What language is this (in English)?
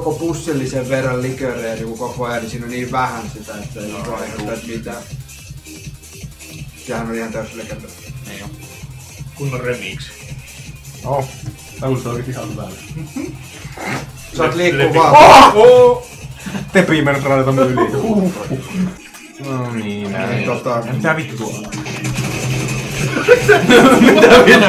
Finnish